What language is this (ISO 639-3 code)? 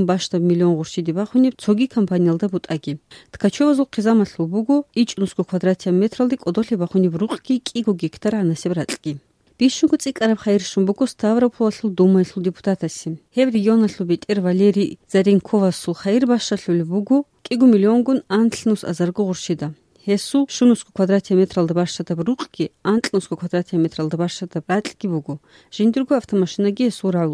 ava